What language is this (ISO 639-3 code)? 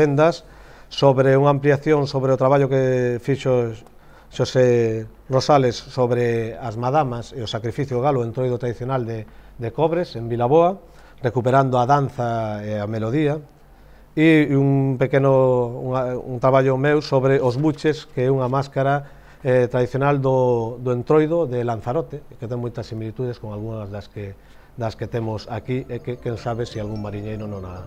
glg